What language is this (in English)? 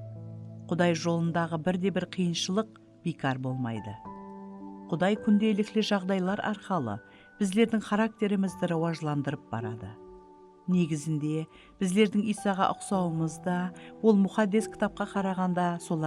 Kara-Kalpak